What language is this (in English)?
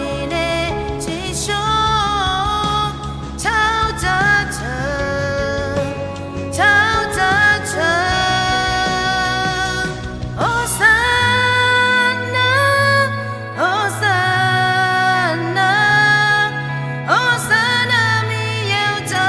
Akha